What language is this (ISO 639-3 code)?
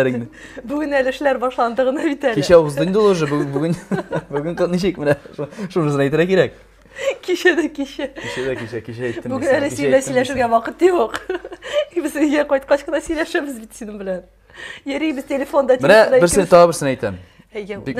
tat